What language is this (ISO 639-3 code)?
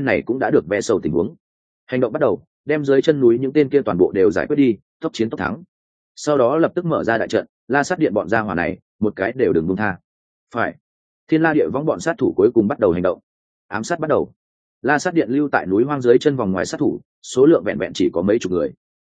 vie